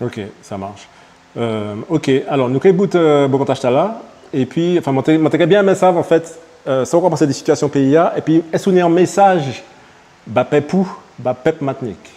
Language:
Guadeloupean Creole French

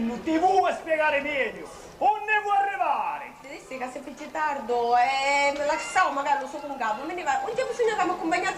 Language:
Sicilian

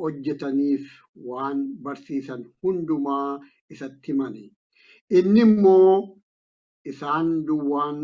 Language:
Oromo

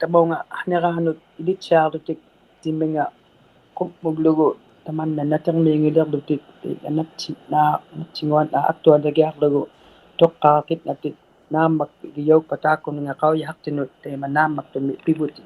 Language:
Inuktitut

